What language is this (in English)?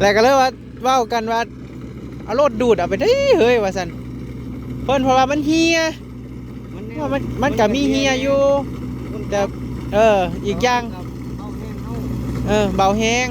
Northeastern Thai